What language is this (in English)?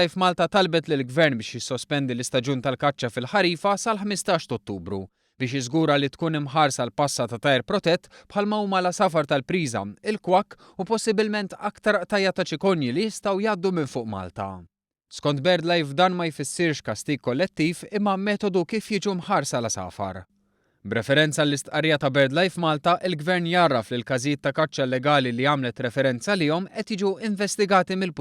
Maltese